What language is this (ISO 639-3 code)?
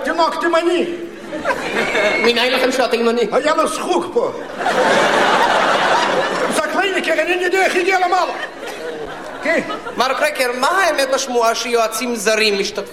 heb